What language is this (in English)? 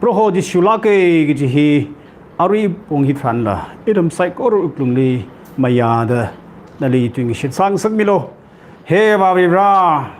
Tangkhul Naga (India)